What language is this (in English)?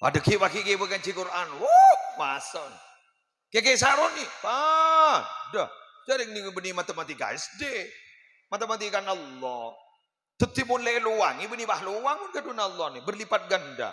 Madurese